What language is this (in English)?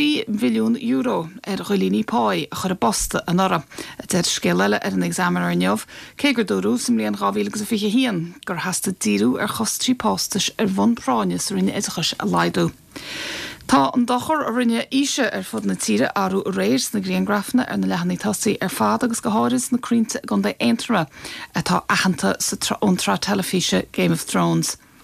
Irish